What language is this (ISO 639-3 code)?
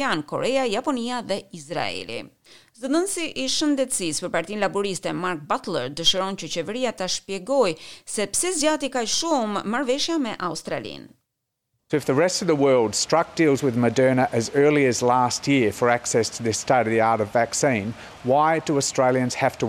sqi